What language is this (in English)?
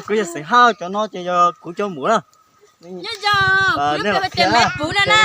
Hmong